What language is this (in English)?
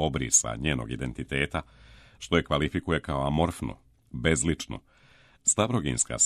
Serbian